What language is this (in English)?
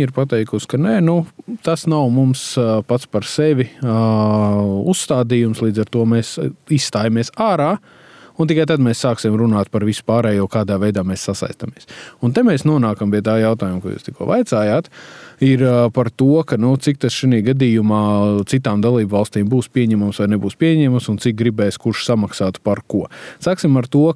Latvian